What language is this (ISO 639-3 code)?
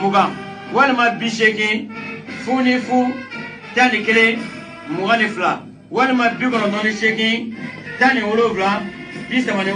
bam